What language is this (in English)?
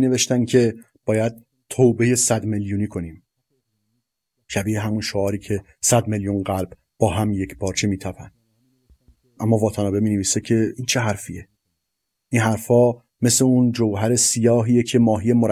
Persian